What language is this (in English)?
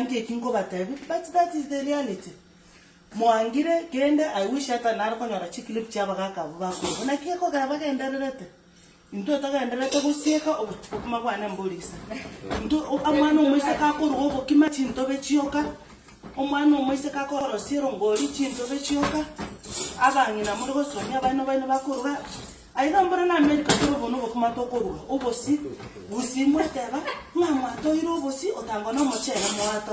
Gusii